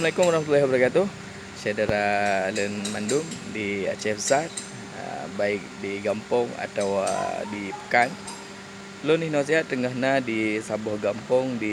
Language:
Achinese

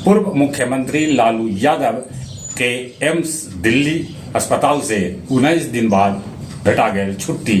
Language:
Magahi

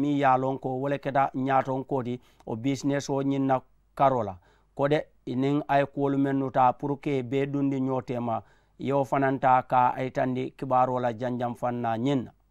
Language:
Mandingo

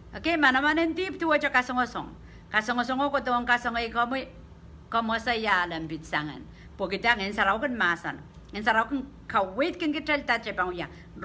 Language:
Pohnpeian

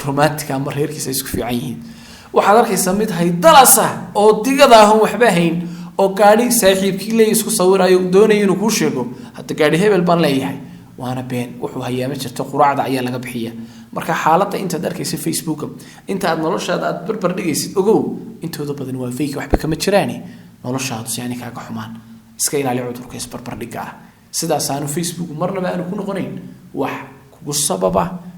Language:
Somali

